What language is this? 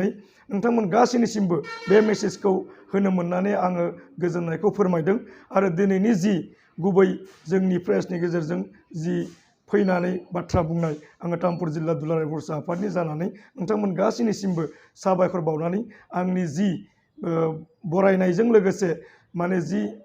Bodo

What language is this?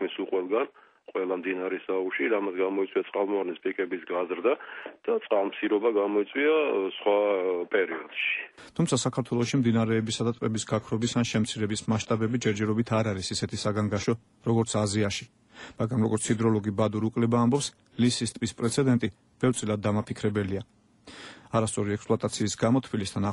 Georgian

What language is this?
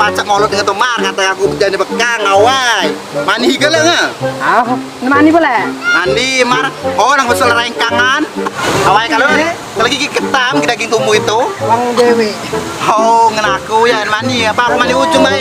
Musi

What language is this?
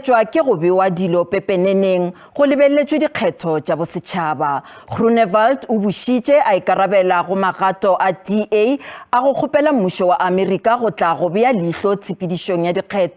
Northern Sotho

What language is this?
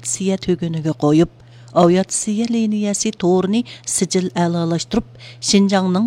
Uyghur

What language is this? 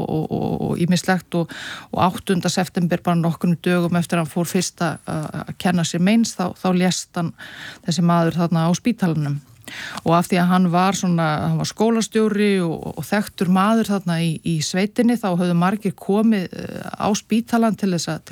Icelandic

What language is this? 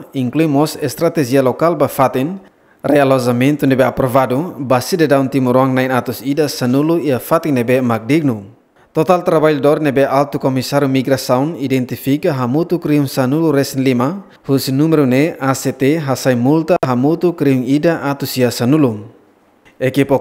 Tetum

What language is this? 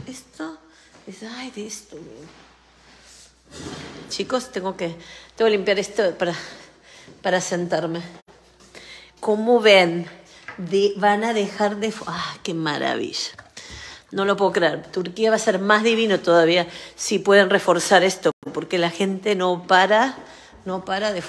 Spanish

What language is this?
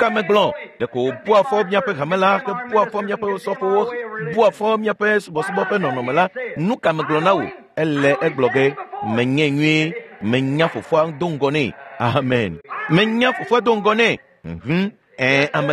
Ewe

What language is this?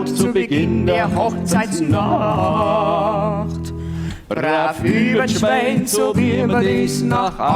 Bavarian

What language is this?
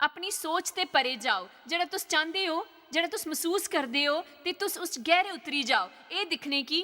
Dogri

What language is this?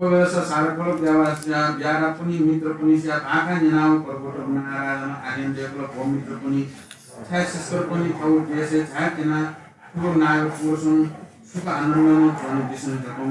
Newari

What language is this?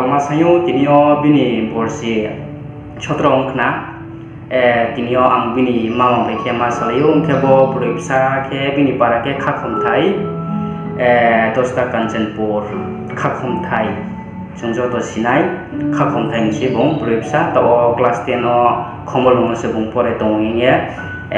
Riang (India)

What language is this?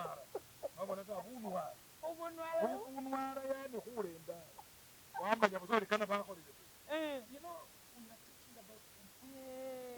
Masaaba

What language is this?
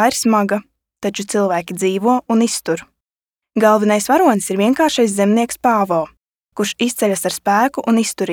Latvian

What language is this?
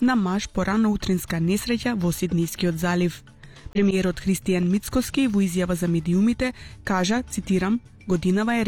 Macedonian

